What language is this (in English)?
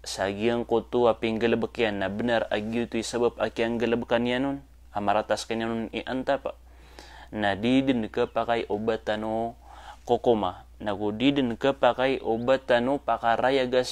Maranao